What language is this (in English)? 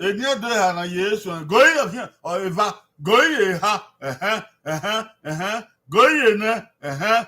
Bini